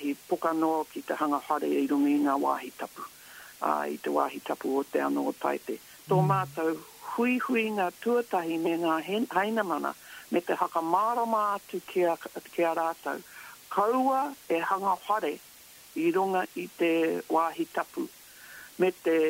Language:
Māori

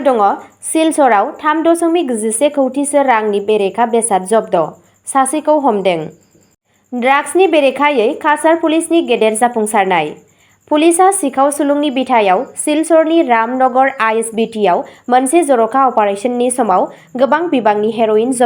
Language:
Bodo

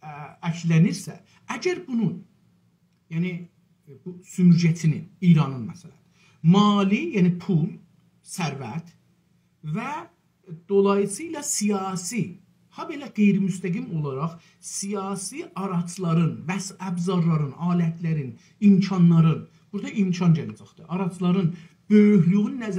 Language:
South Azerbaijani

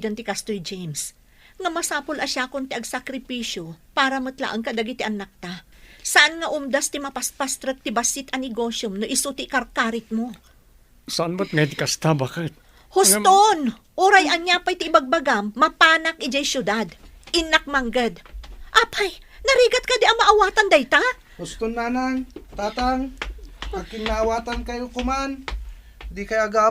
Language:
Iloko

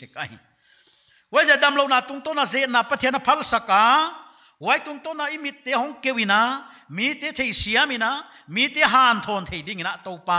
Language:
Paite Chin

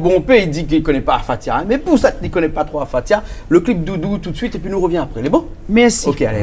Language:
Réunion Creole French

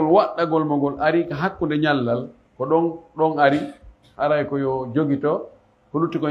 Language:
Fula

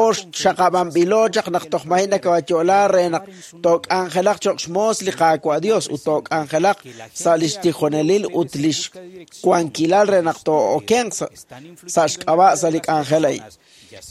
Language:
Kekchí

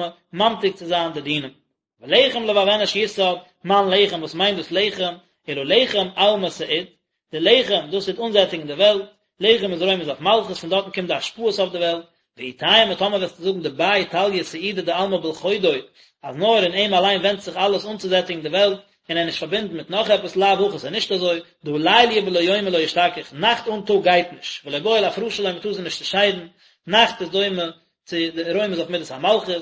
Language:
Yiddish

